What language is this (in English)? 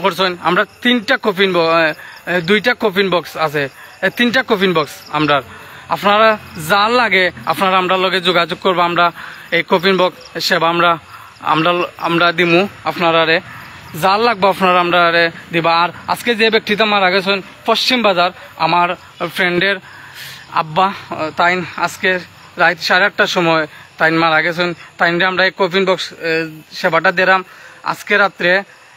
Sylheti